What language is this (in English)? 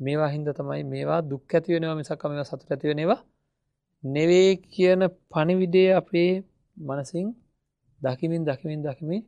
Sinhala